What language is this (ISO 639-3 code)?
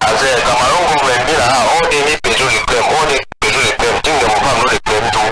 wes